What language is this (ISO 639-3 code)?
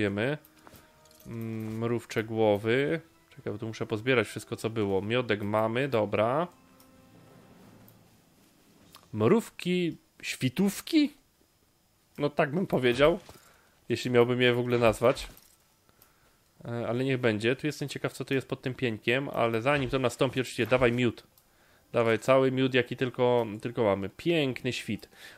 pol